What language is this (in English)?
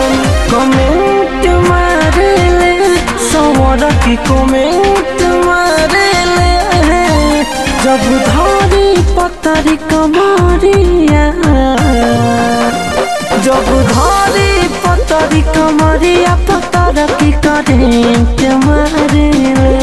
Bhojpuri